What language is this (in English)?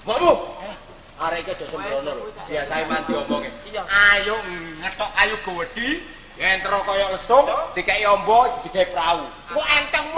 Javanese